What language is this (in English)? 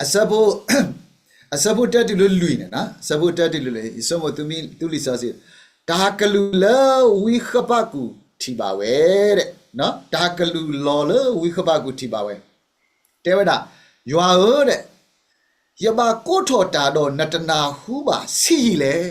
S'gaw Karen